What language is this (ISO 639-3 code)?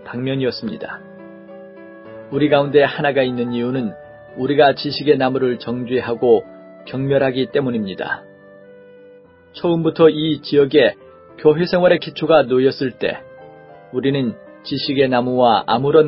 kor